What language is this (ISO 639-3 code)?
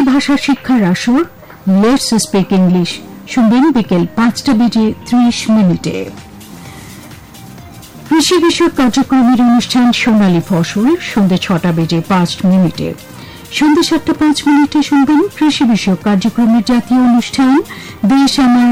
ben